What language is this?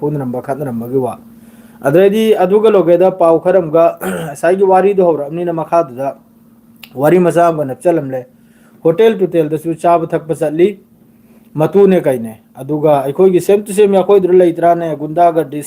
Manipuri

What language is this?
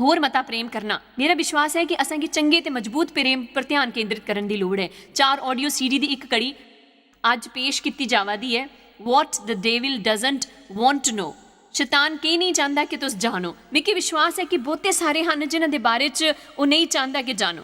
Dogri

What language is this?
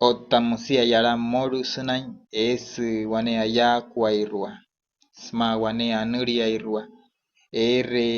Wayuu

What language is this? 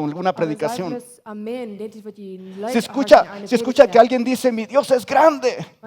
Plautdietsch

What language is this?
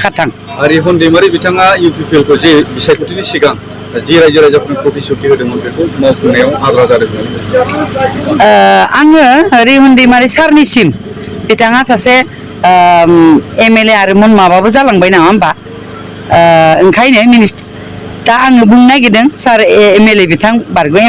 Bodo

